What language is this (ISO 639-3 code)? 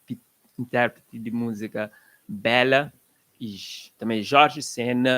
kea